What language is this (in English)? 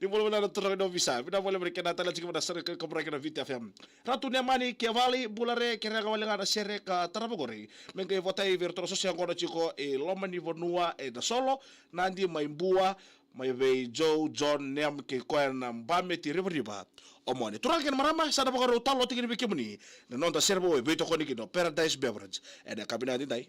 Fijian